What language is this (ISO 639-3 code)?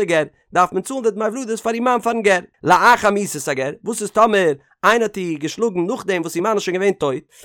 yid